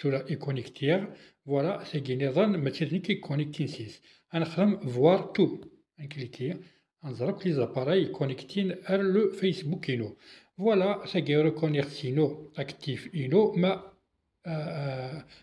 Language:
Kabyle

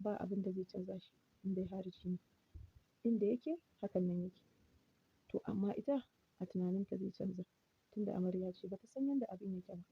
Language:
Hausa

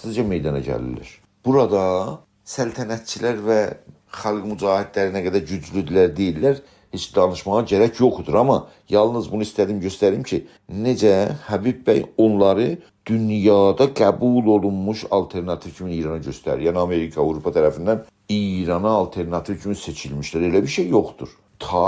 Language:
South Azerbaijani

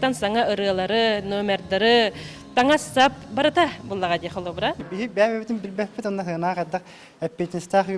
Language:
Yakut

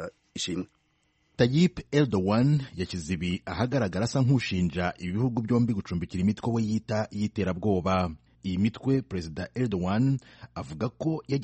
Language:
Kinyarwanda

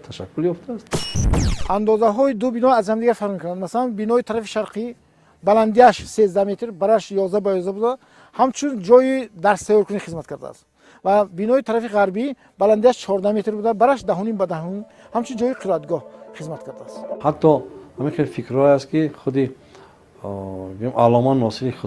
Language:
Tajik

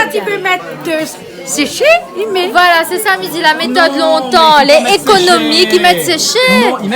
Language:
Réunion Creole French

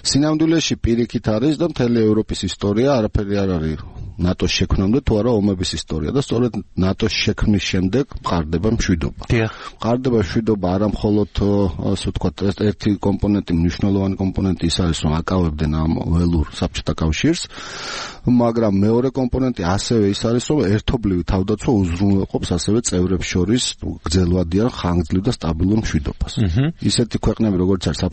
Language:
Georgian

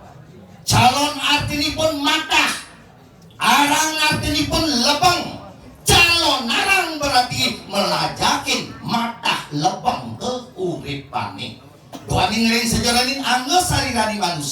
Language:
Balinese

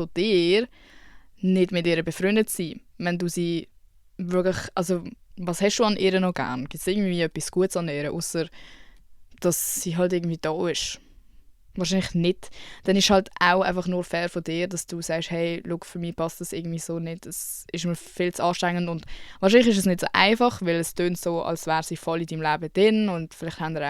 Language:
Swiss German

